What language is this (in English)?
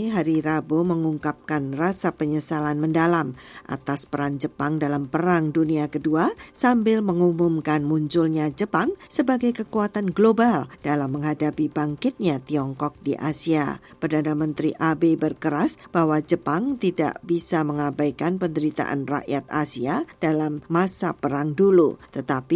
Indonesian